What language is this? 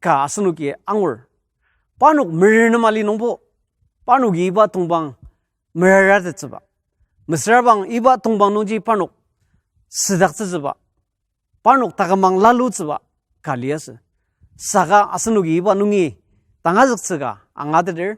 Ao Naga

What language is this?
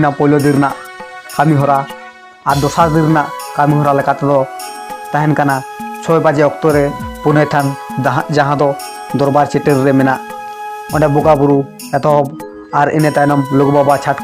Santali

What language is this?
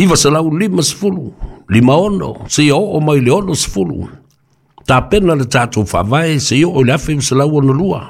Samoan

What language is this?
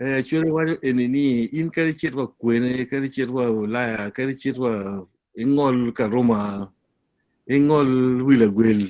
Acoli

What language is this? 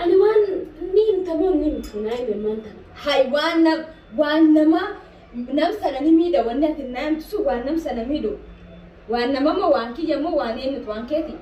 Oromo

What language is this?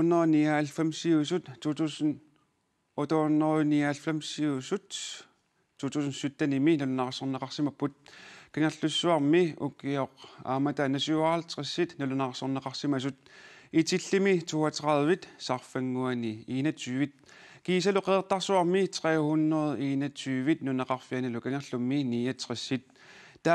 Kalaallisut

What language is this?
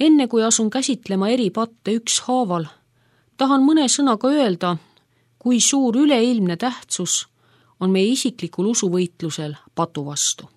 Estonian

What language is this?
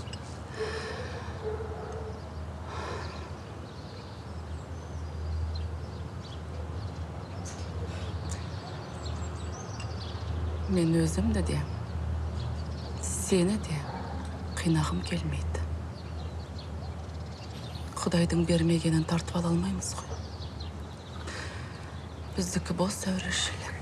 Kazakh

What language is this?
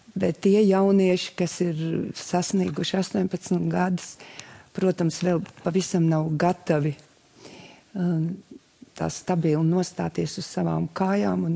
Latvian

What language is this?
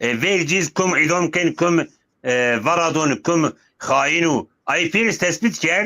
Zaza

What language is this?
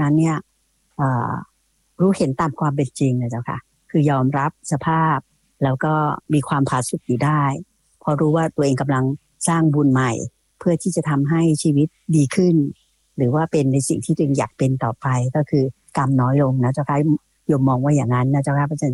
Thai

